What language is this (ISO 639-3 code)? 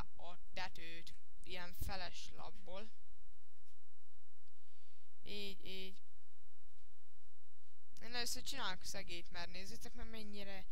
hun